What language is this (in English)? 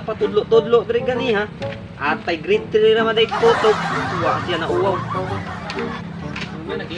Cebuano